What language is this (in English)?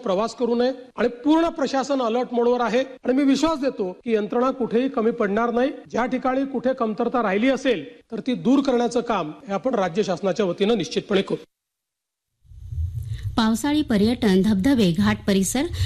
Marathi